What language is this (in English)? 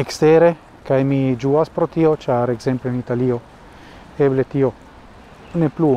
Esperanto